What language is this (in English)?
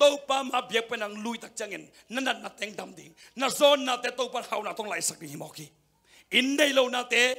Tedim Chin